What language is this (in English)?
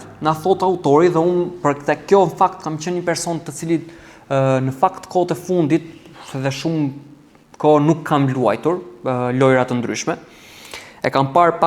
Albanian